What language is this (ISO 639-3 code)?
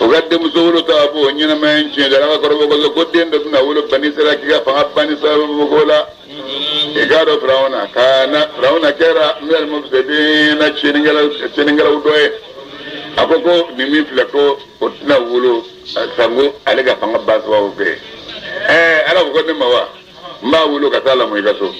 bam